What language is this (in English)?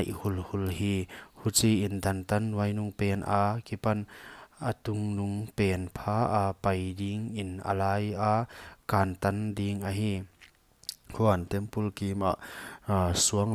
Paite Chin